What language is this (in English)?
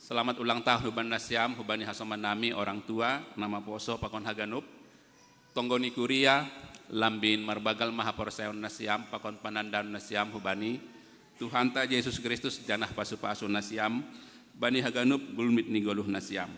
Batak Simalungun